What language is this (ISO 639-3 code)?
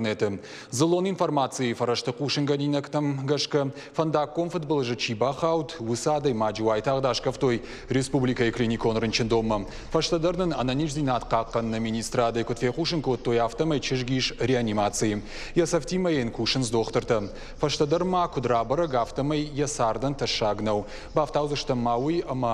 oss